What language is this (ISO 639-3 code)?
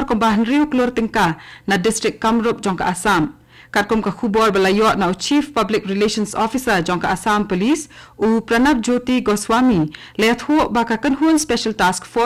kha